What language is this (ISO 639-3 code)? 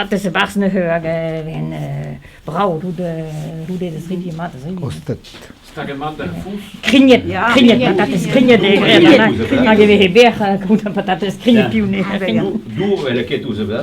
bre